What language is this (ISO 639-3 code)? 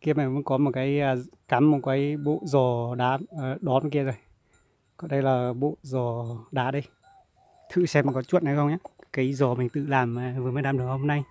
hmn